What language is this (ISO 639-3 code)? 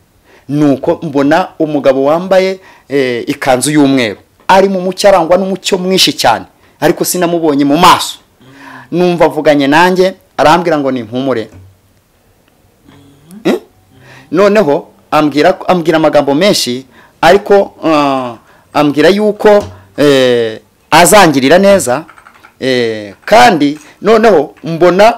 kin